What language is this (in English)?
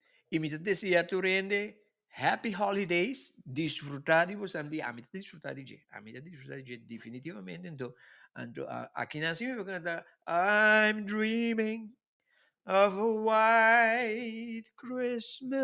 Papiamento